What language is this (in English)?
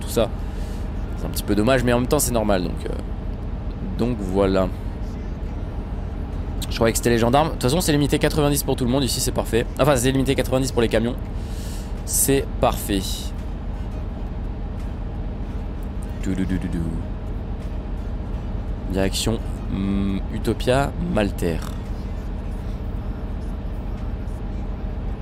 French